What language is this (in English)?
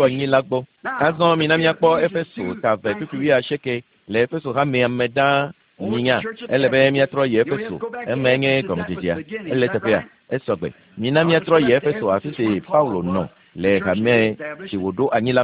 Ewe